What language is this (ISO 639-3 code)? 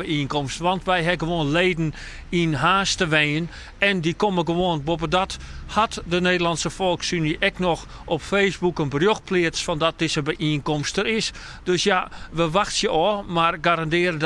fry